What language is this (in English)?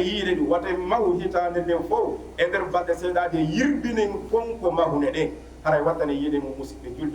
Fula